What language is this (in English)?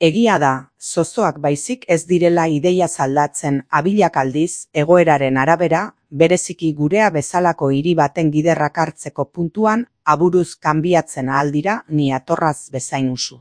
Basque